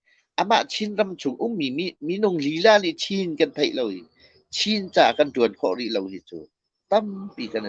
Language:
Hakha Chin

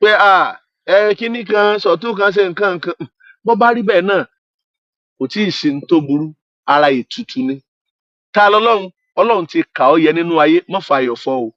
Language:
Yoruba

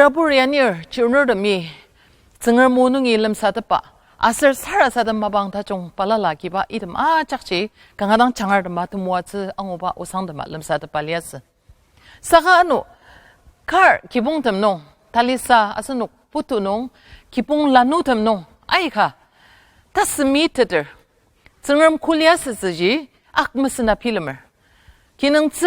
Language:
Ao Naga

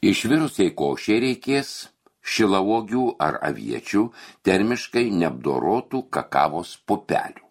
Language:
Lithuanian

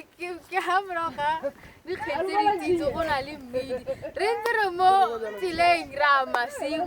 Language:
Tswana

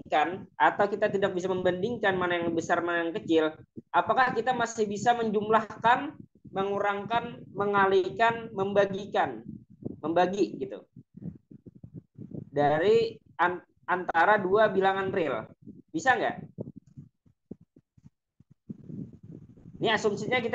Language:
Indonesian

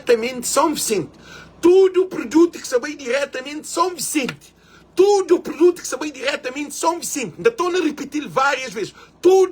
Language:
Kabuverdianu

